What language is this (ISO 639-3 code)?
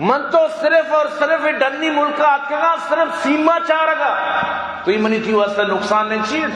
bgp